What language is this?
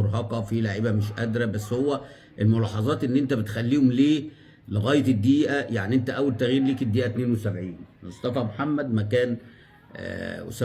Egyptian Arabic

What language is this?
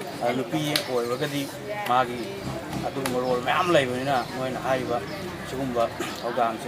Manipuri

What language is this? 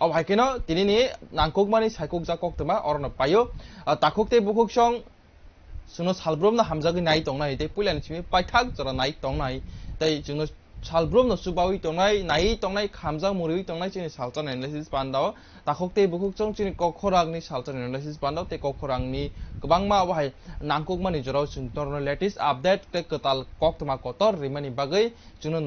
Kok Borok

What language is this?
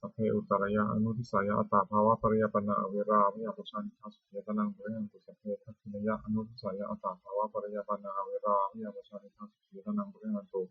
Pali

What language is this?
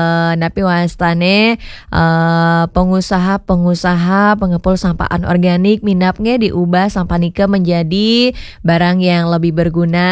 Balinese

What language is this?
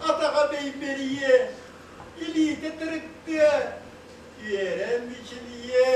Yakut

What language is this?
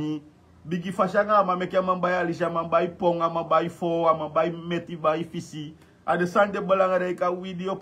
Sranan Tongo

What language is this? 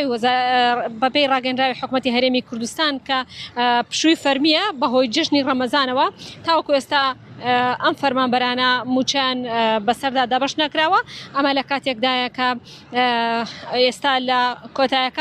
Central Kurdish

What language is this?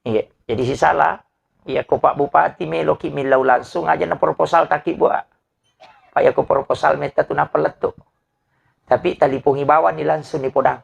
Buginese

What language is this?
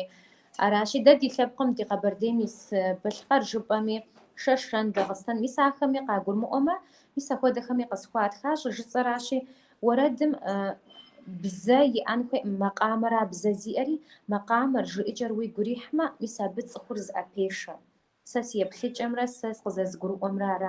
Kabardian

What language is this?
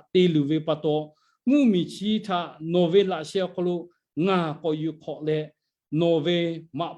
Lahu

